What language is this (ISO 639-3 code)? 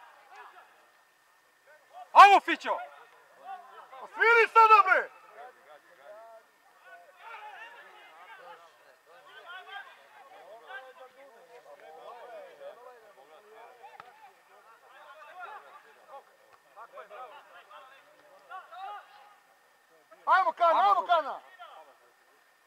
srp